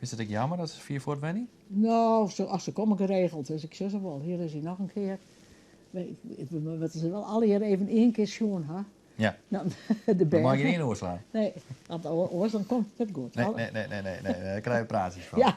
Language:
Western Frisian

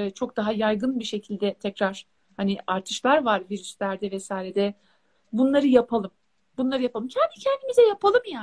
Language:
Turkish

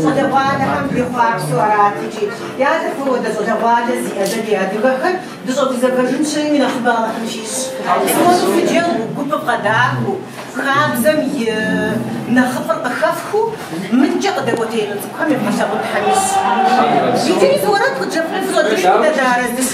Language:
Kabardian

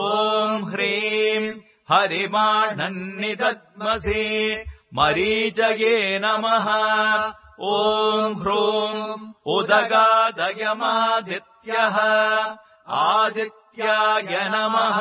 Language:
Sanskrit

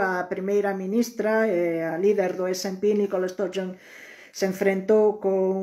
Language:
Galician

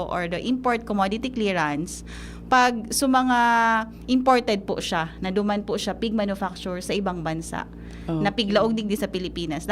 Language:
Bikol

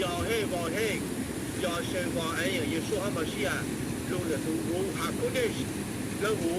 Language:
Hmong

